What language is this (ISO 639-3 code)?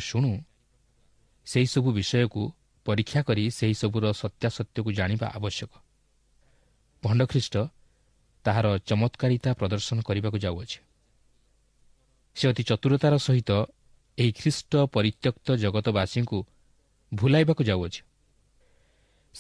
ori